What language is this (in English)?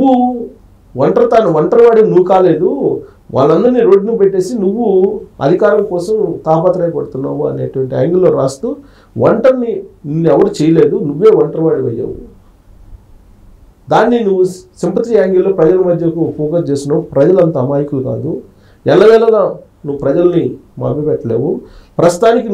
Telugu